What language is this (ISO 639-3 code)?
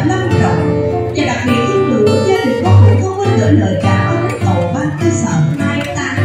vie